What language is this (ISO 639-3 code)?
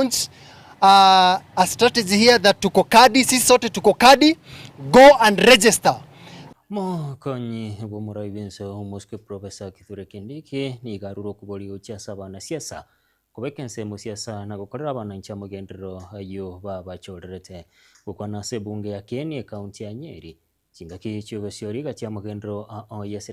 guz